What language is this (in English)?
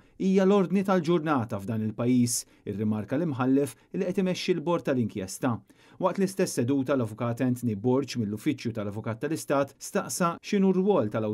Maltese